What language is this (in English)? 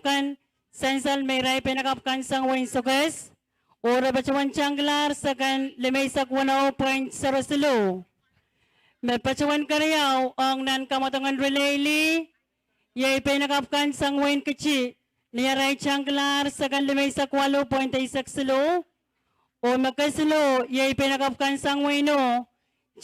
Pohnpeian